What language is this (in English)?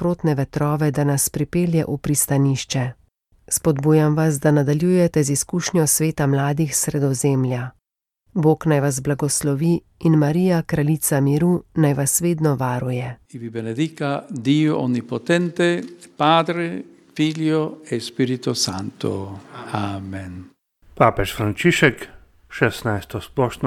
Slovenian